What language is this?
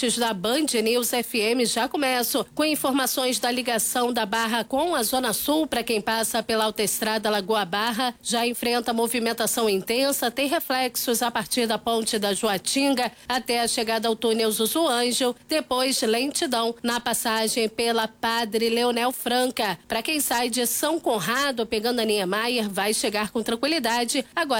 Portuguese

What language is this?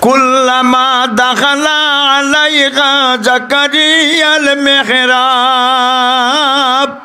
Sylheti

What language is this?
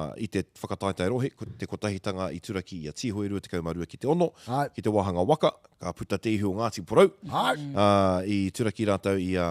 Māori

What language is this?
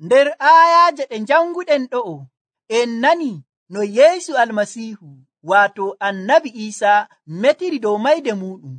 Nigerian Fulfulde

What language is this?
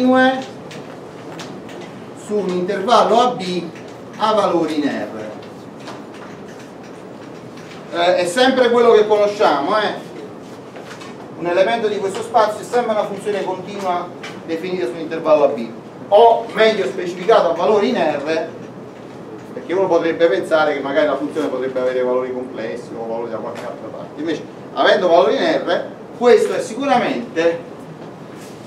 Italian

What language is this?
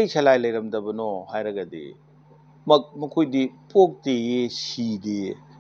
Manipuri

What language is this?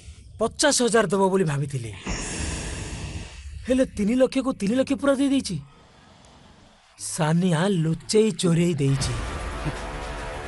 Odia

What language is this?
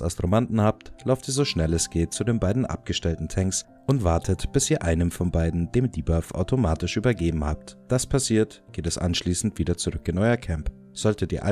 German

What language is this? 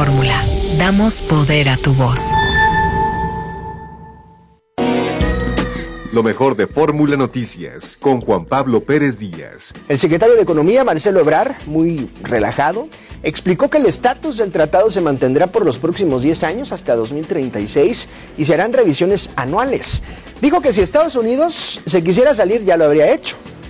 Spanish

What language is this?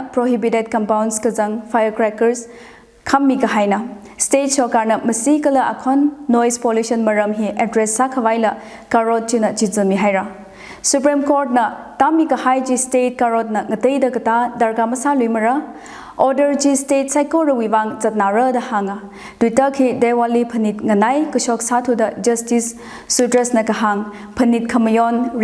Tangkhul Naga (India)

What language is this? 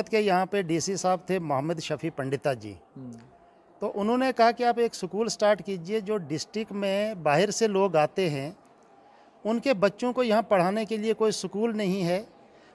Hindi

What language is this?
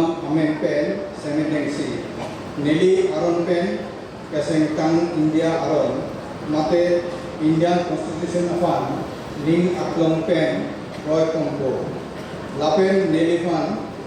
Karbi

